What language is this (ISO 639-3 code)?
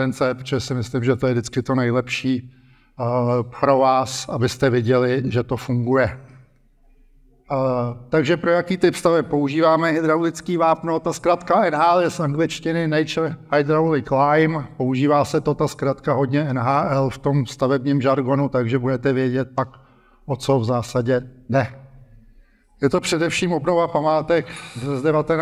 ces